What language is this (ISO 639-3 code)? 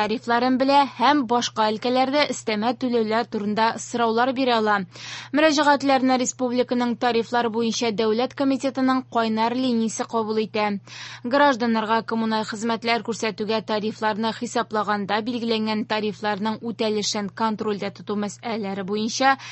tat